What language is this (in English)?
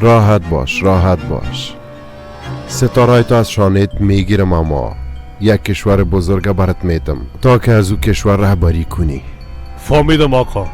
Persian